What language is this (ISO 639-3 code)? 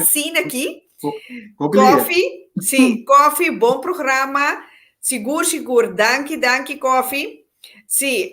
pap